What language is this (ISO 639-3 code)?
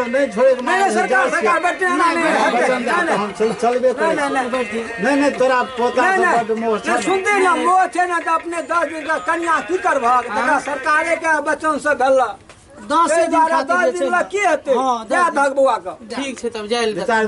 mai